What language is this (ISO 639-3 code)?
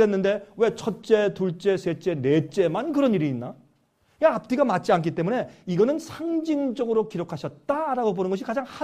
kor